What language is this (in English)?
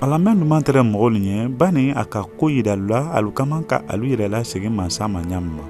Mandingo